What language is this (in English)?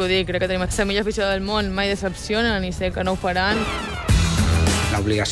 Catalan